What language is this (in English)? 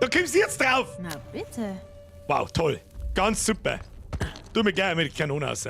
Bavarian